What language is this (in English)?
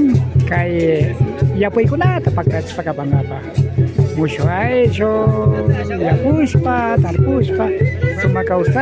Imbabura Highland Quichua